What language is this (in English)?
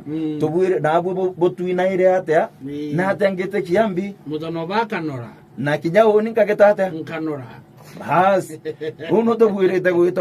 Meru